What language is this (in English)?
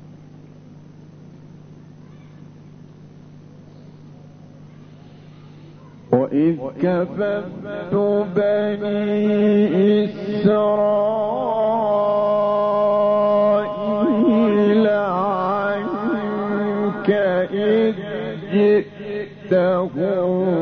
Arabic